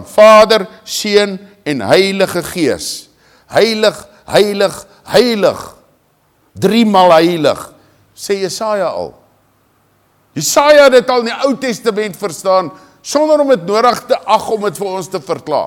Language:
Afrikaans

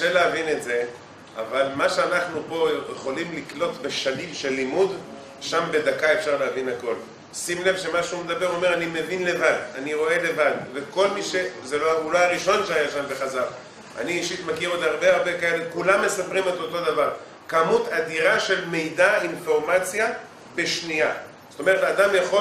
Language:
Hebrew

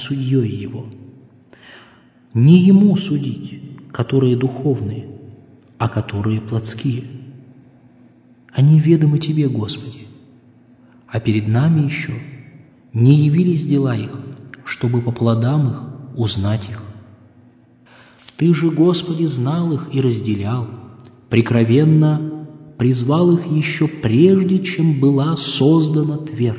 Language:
Russian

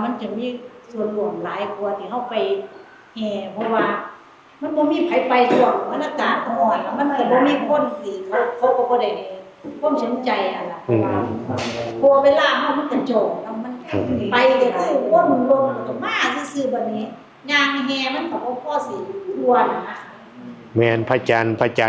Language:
Northeastern Thai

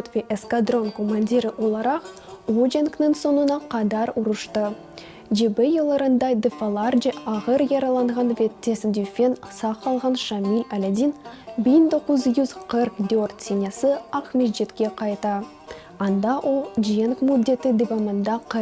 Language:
Crimean Tatar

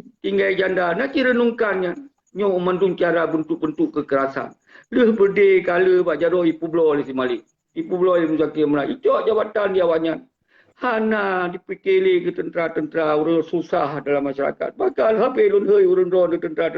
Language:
Achinese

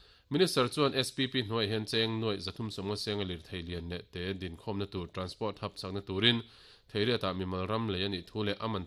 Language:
Mizo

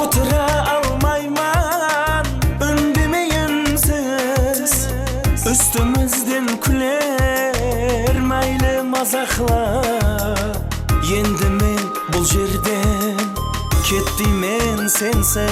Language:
Kara-Kalpak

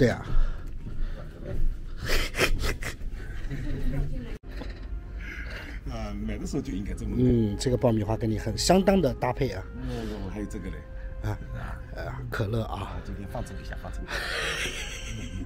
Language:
Chinese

